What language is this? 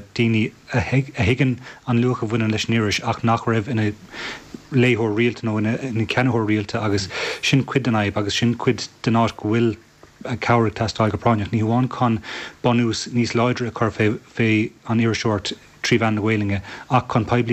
Irish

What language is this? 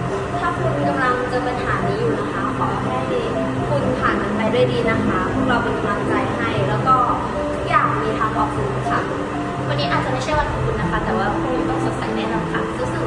Thai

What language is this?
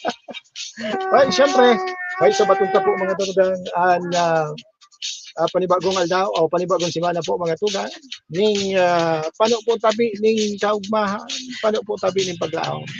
Bikol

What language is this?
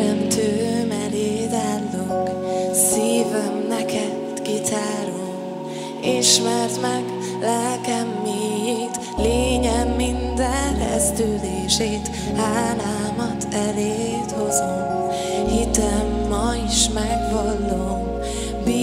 Hungarian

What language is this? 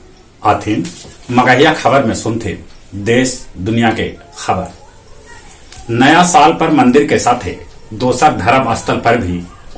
Magahi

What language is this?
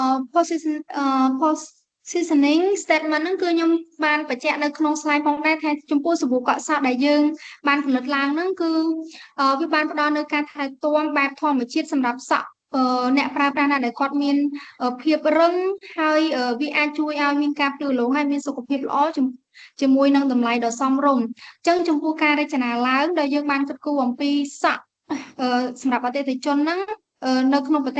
Khmer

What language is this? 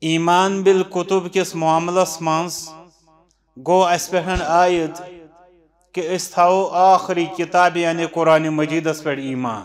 Kashmiri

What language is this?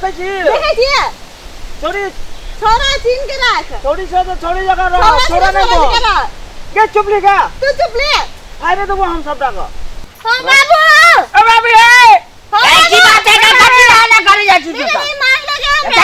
Maithili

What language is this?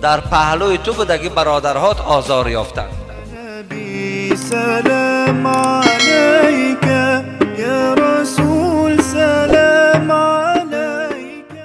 Tajik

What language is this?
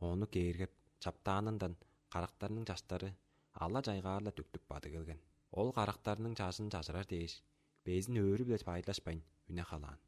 Tuvinian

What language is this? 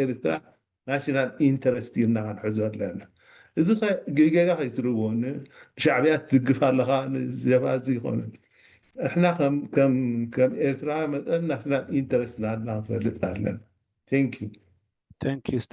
Tigrinya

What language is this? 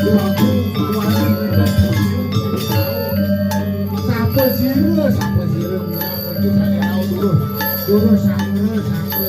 Balinese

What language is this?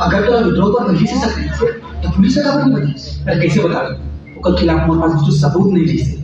Chhattisgarhi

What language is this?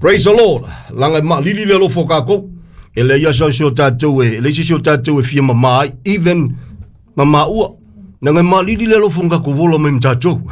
Samoan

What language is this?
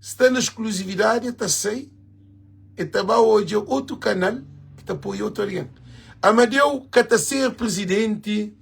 Kabuverdianu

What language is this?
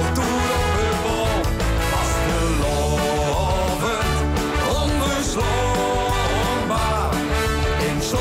Limburgish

